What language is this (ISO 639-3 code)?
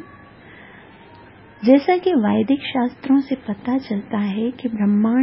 hin